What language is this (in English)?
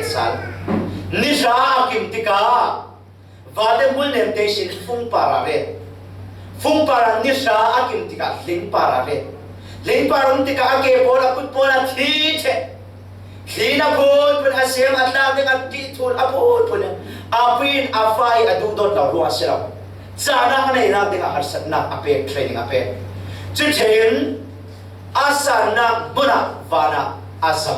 Falam Chin